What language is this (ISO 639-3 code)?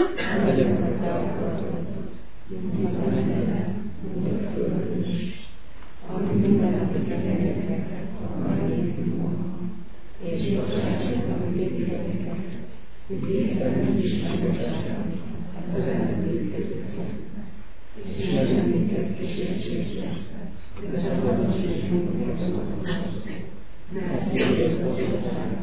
hun